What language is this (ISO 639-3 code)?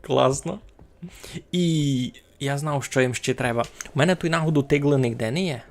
rue